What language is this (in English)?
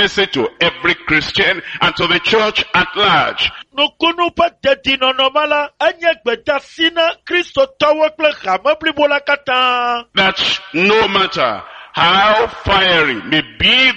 Ewe